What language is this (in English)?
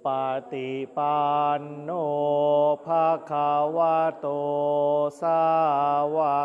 Pali